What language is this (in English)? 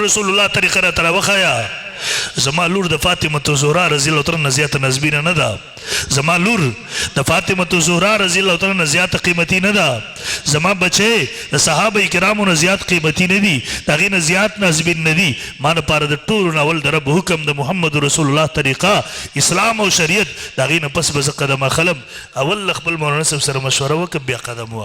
Pashto